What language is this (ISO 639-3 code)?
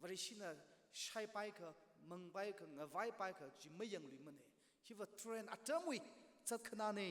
nmf